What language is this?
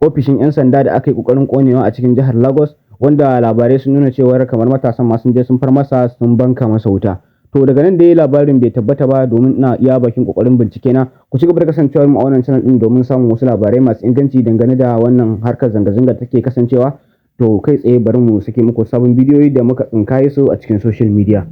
Hausa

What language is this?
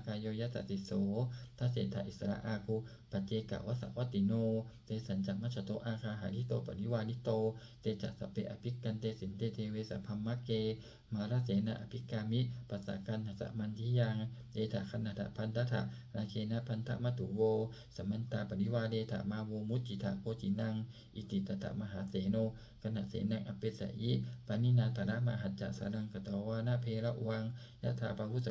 Pali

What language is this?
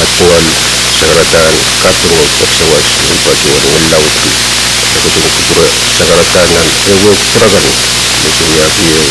Pohnpeian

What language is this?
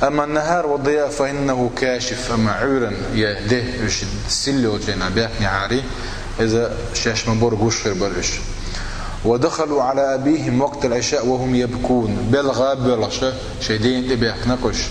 Chechen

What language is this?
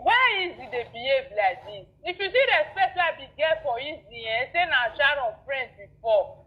Nigerian Pidgin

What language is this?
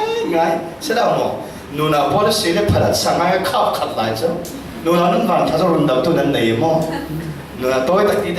Falam Chin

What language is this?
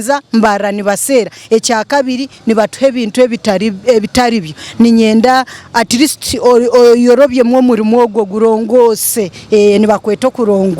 Nyankole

